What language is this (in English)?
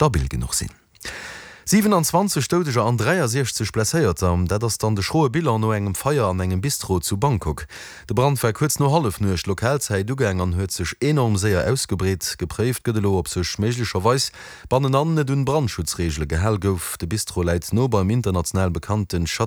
Luxembourgish